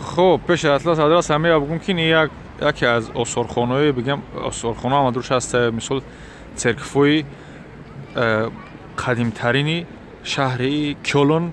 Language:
Tajik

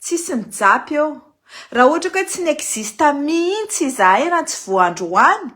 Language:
Malagasy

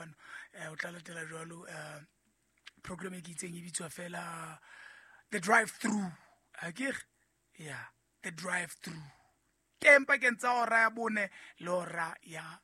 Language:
Southern Sotho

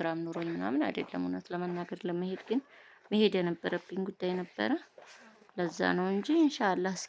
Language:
Amharic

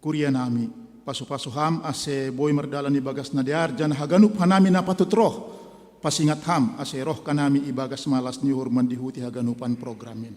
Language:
Batak Simalungun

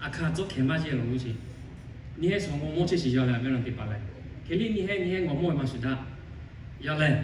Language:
Lahu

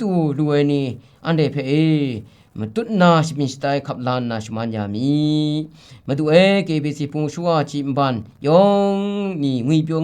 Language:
Kachin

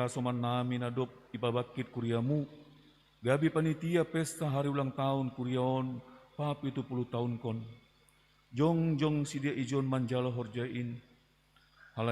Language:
Batak Simalungun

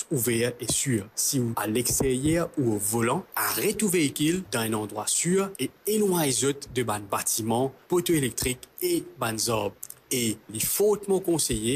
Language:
Morisyen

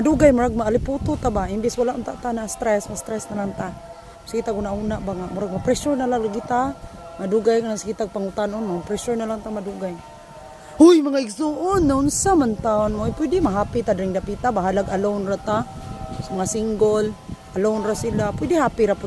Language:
Cebuano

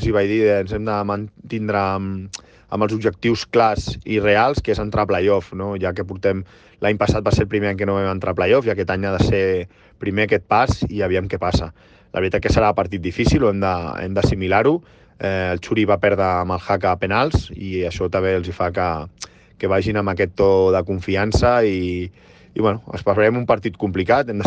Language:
Catalan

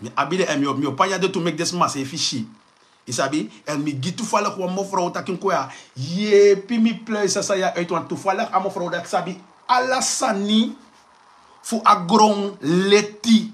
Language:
Sranan Tongo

